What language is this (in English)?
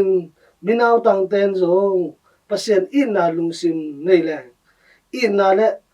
Tedim Chin